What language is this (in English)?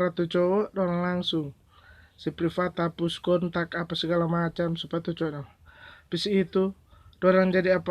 Manado Malay